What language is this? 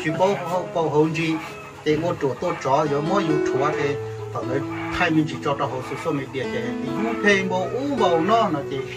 Hmong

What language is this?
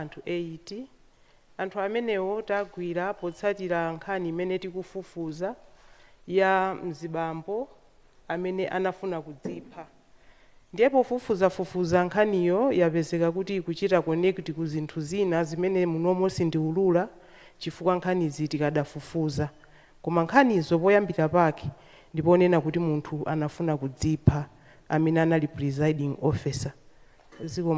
Nyanja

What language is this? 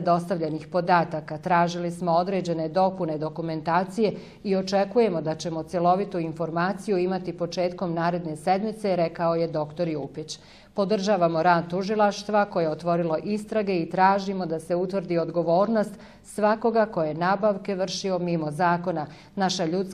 Bosnian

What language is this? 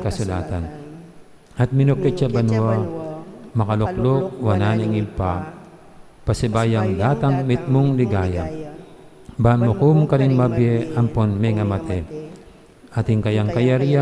Pampanga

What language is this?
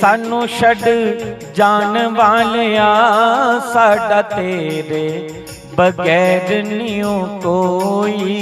Dogri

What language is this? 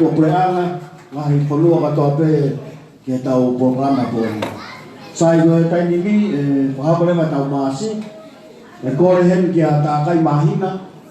Tongan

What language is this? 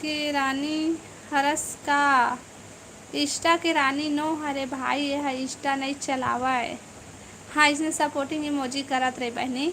Chhattisgarhi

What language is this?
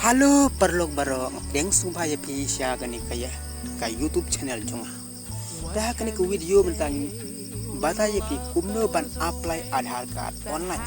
Khasi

